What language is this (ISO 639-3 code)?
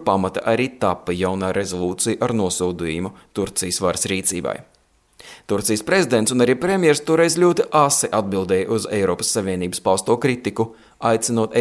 lav